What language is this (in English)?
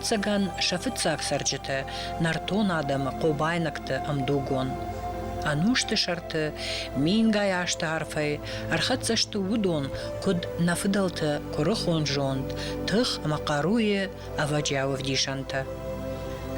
Ossetic